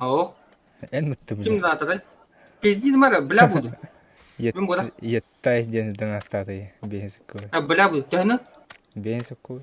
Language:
Yakut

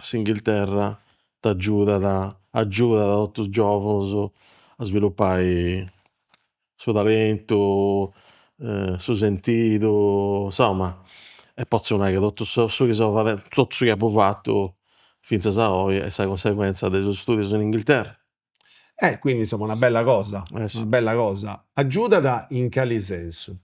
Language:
Sardinian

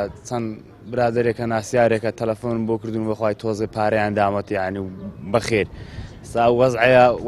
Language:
Central Kurdish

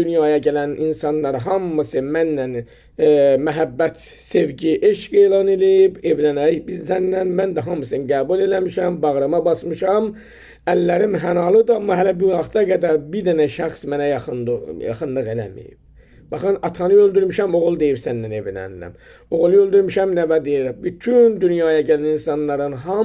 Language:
Azerbaijani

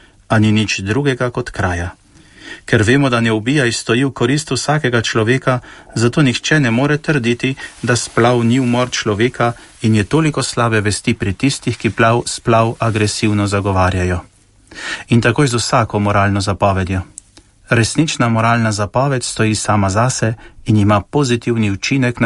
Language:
Slovenian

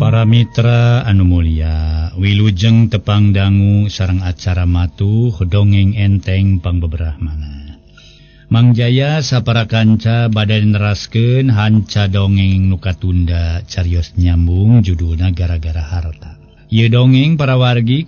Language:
Sundanese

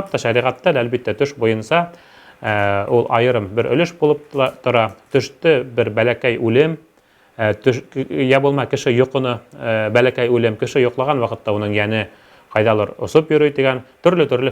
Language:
Bashkir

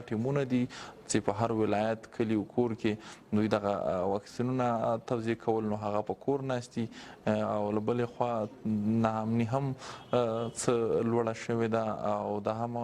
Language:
Pashto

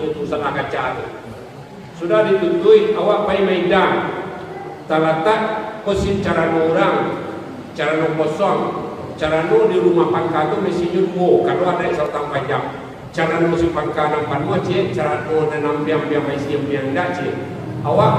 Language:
Minangkabau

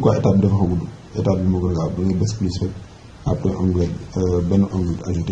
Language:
Wolof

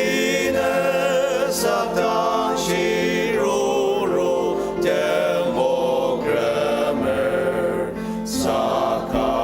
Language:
Ao Naga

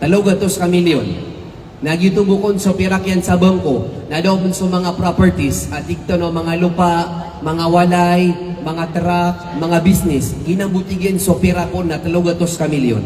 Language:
Maranao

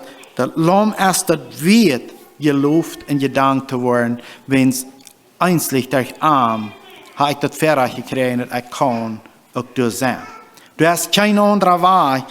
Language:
Plautdietsch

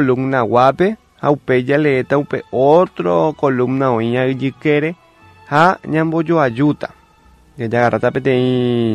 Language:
Guarani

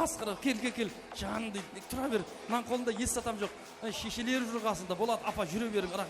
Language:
Kara-Kalpak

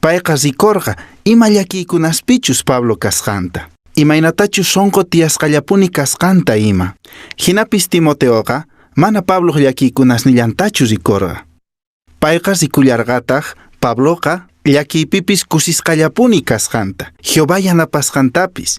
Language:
Quechua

